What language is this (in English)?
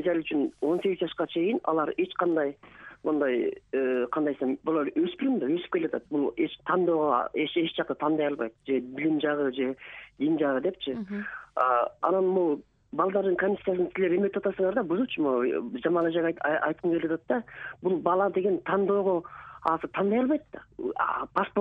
Kyrgyz